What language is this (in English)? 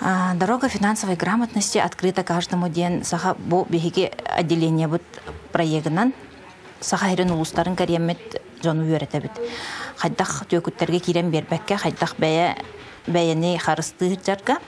Yakut